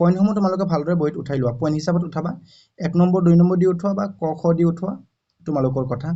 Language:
Assamese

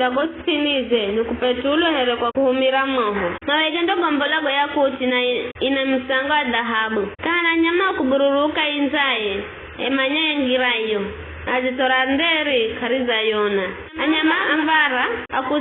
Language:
Giryama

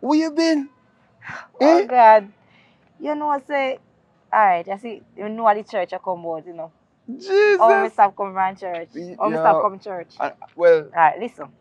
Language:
Jamaican Creole English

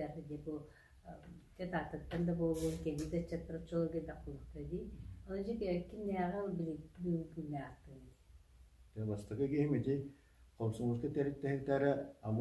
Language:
Yakut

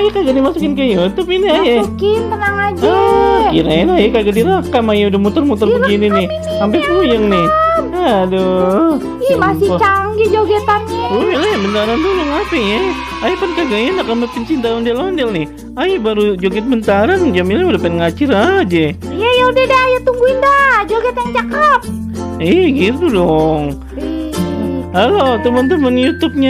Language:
Betawi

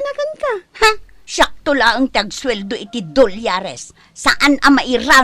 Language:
Iloko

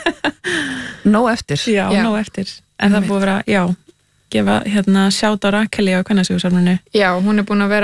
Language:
Icelandic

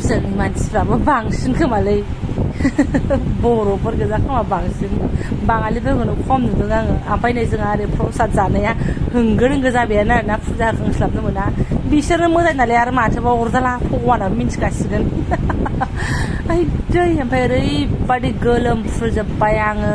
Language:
Bodo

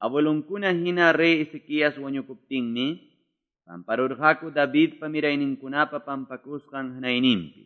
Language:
Quechua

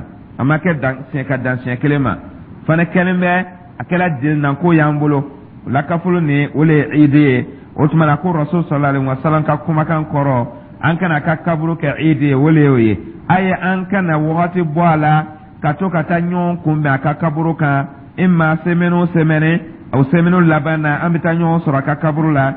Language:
Dyula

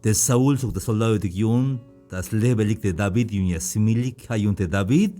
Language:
Tzeltal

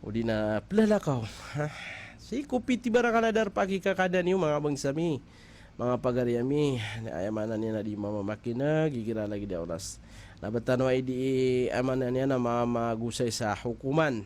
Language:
Maranao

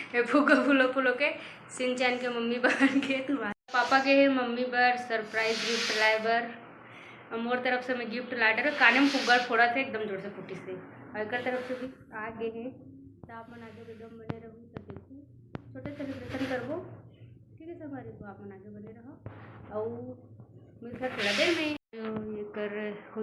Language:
Chhattisgarhi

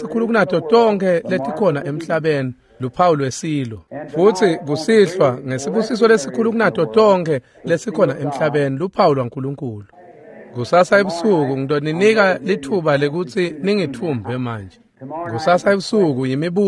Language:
Swati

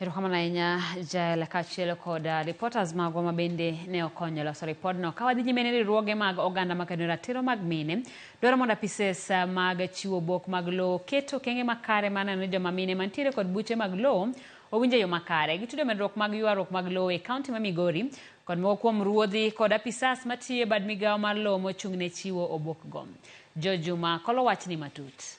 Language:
Luo (Kenya and Tanzania)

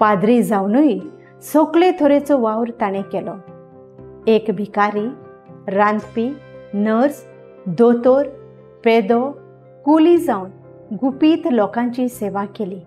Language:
Konkani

